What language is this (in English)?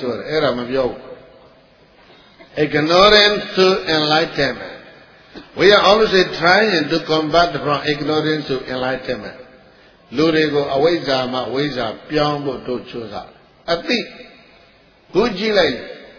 Burmese